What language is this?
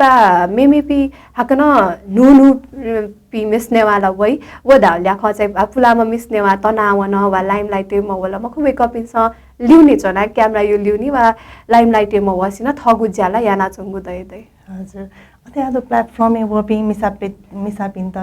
Newari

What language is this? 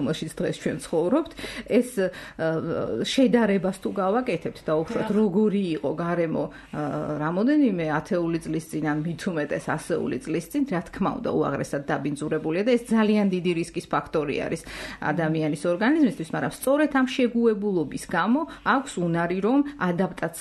Georgian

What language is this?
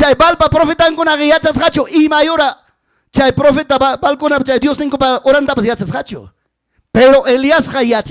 Ayacucho Quechua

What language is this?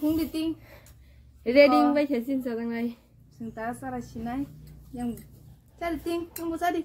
Kok Borok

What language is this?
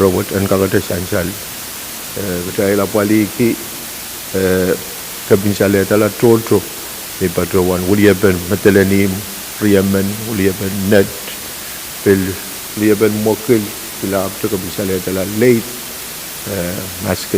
Pohnpeian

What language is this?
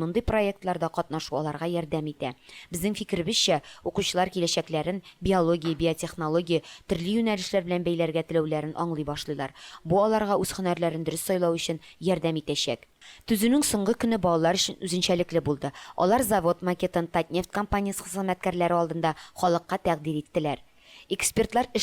Tatar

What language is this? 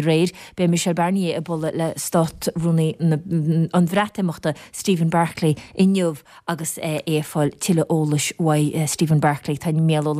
Irish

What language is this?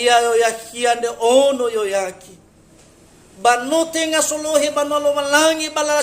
Nias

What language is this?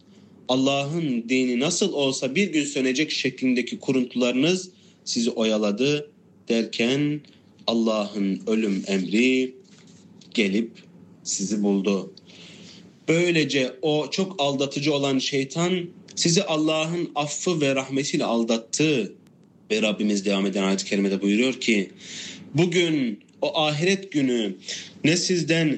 Turkish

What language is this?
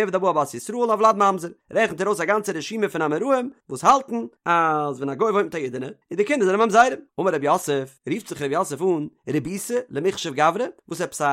Yiddish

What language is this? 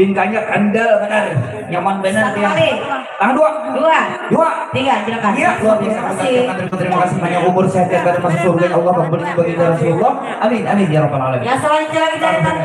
Banjar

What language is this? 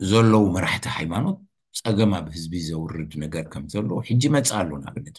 Tigrinya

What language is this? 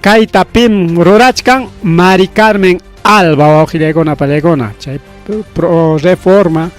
Ayacucho Quechua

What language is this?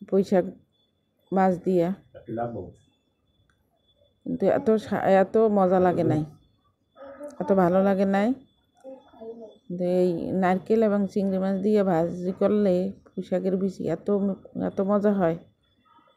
Bangla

